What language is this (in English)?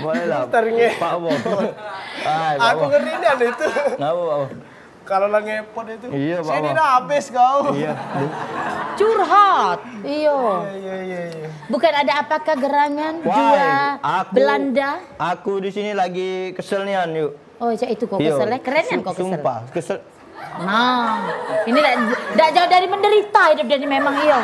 Musi